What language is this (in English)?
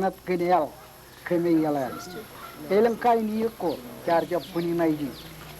Marshallese